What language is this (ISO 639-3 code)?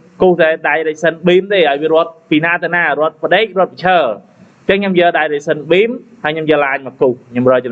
khm